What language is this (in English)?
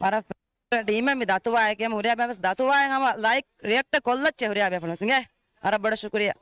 Divehi